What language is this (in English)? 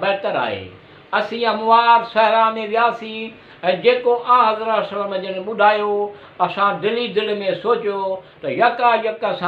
Sindhi